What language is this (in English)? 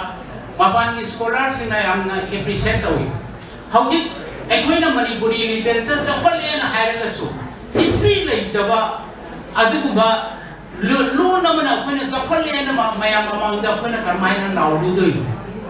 Manipuri